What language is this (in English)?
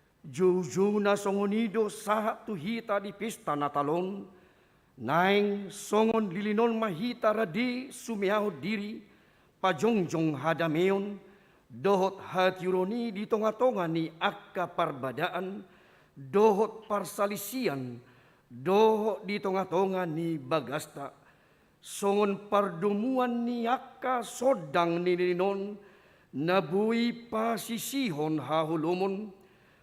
Batak Toba